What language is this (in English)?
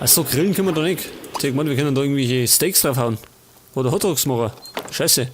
Bavarian